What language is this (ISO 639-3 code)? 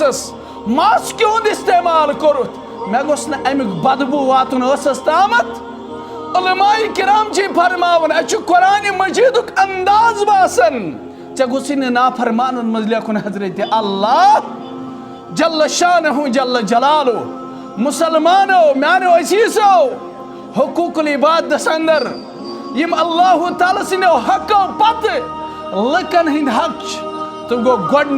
kas